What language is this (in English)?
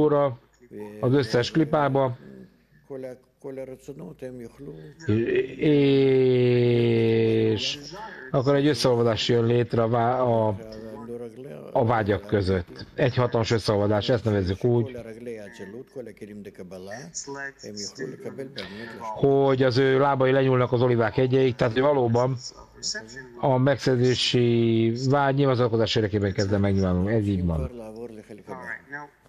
Hungarian